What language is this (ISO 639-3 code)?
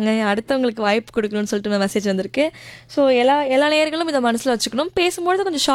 tam